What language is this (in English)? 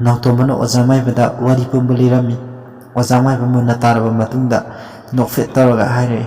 Manipuri